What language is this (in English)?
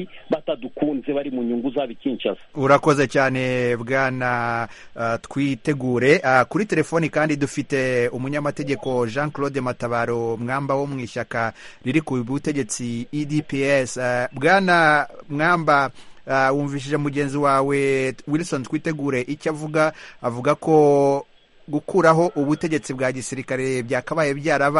Kinyarwanda